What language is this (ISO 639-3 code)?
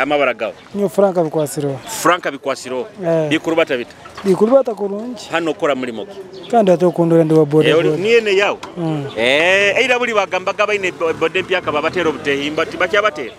nyo